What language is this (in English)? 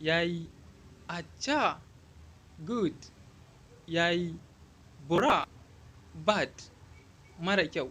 Hausa